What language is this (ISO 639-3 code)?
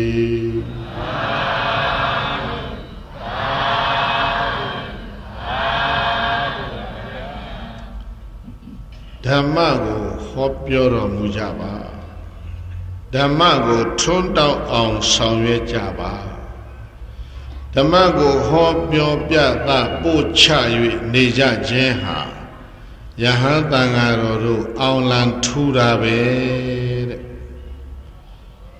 mya